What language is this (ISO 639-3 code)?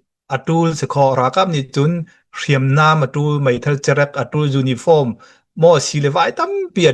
cnh